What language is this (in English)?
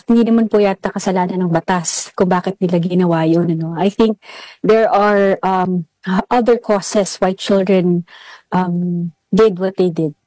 Filipino